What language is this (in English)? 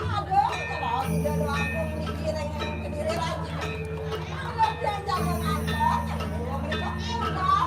Balinese